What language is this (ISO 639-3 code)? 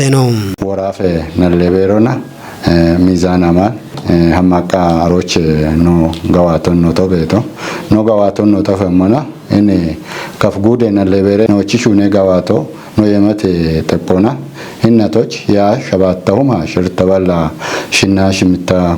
kbr